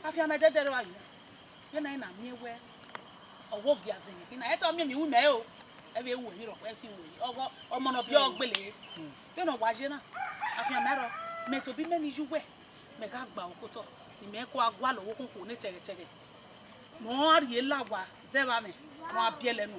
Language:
Bini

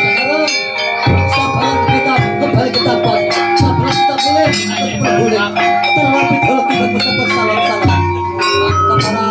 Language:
Banjar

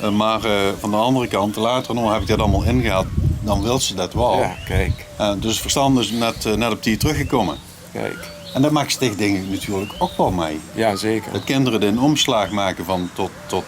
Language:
Limburgish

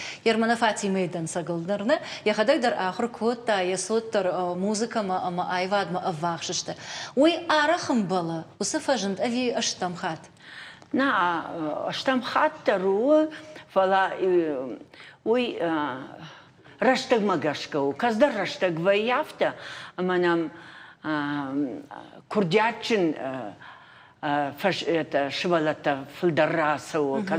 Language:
Ossetic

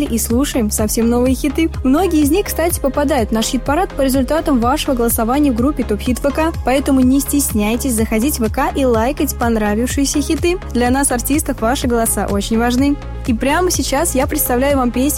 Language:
Russian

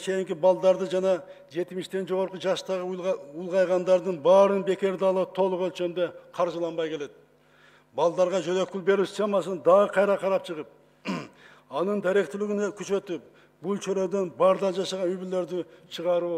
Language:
Kyrgyz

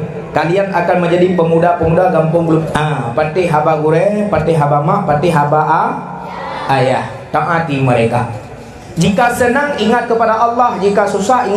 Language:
Achinese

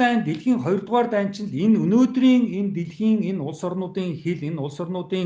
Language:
Mongolian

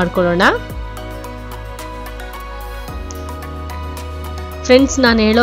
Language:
Kannada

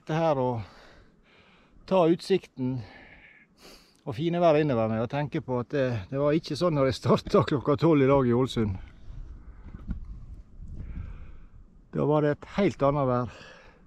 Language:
Norwegian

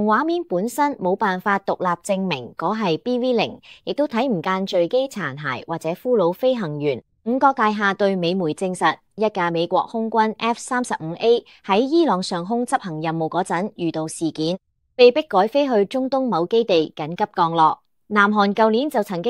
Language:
Cantonese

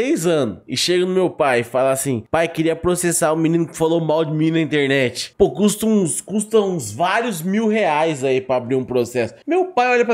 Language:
Portuguese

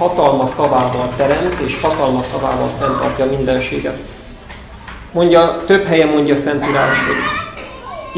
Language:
Hungarian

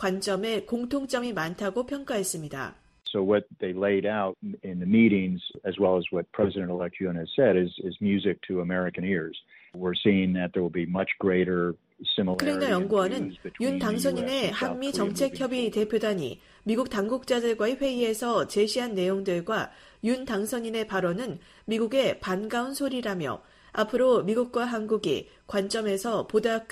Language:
Korean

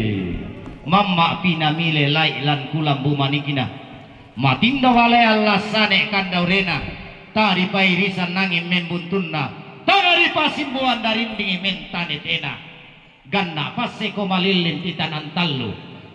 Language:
Toraja-Sa'dan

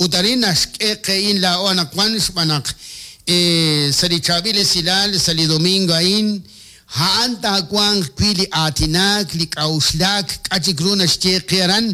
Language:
Kekchí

